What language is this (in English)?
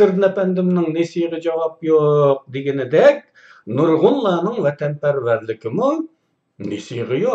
Uyghur